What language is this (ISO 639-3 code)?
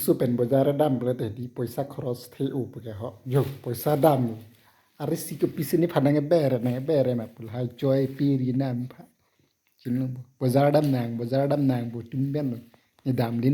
mjw